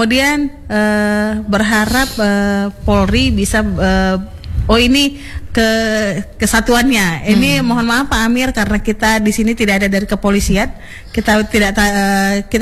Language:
Indonesian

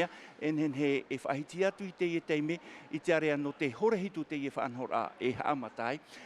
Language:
Tahitian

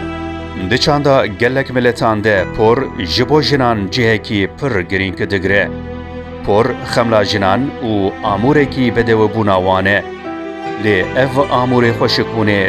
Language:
Kurdish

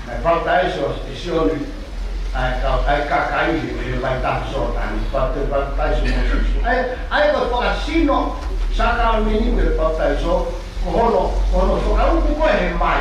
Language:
Tongan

